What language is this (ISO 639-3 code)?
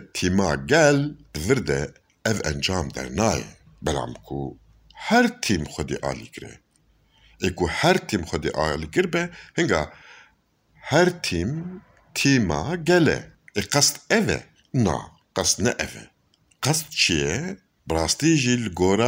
kur